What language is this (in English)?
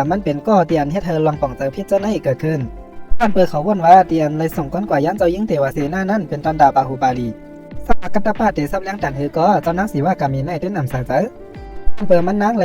Shan